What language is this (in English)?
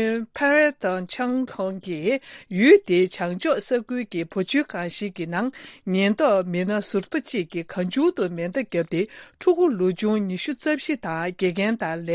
Tibetan